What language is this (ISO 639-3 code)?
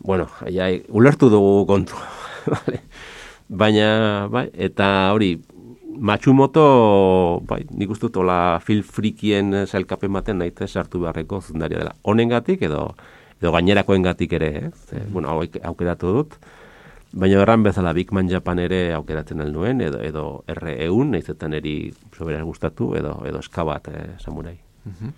eus